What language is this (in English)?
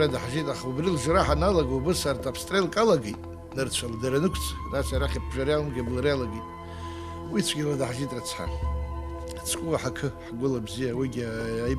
Abkhazian